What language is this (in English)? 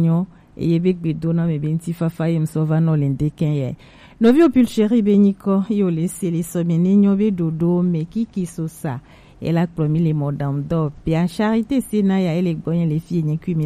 Gen